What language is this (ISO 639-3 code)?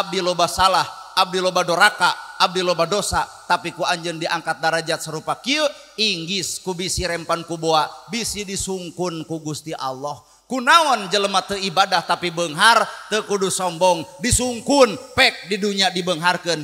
sun